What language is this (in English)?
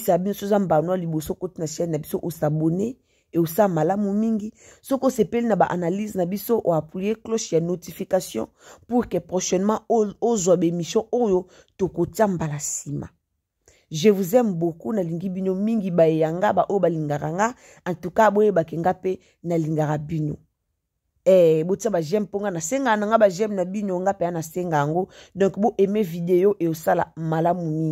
Lingala